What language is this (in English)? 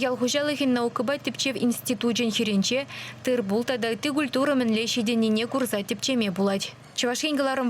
Chuvash